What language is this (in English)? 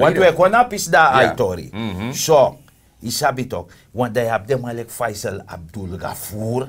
Sranan Tongo